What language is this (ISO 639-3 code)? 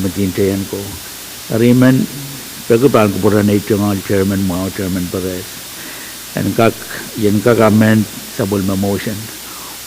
pon